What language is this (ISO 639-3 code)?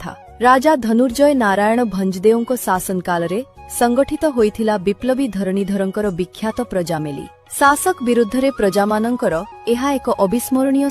ori